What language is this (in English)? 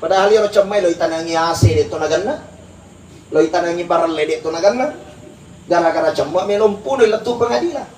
Buginese